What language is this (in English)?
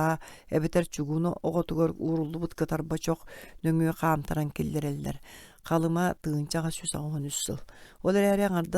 Yakut